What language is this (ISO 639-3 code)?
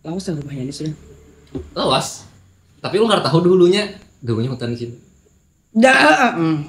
bjn